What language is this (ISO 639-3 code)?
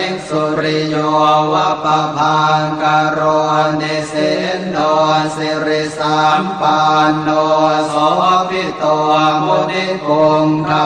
pli